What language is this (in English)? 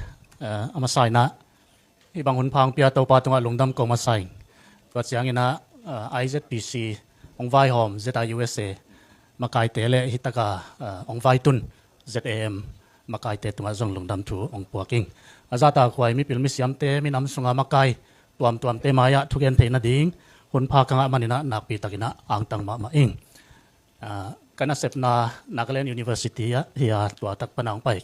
Tedim Chin